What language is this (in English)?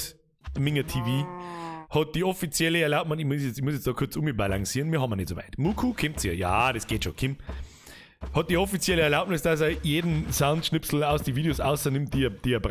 Bavarian